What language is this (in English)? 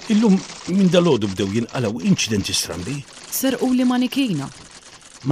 Maltese